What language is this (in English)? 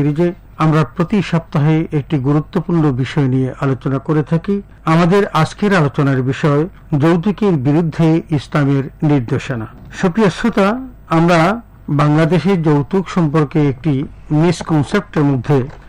Bangla